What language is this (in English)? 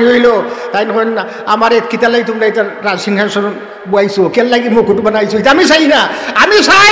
Sylheti